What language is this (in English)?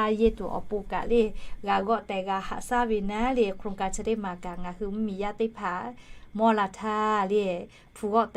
Lahu